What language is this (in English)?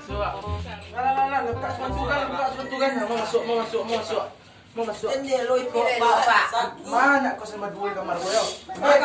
Minangkabau